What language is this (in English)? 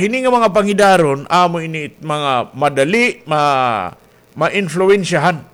Waray